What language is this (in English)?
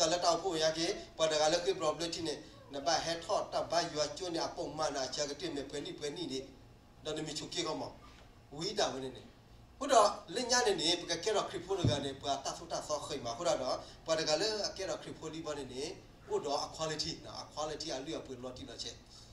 S'gaw Karen